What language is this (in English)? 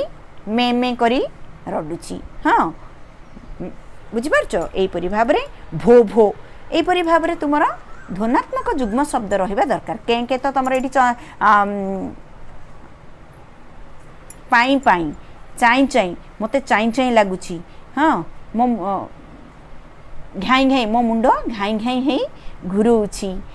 Odia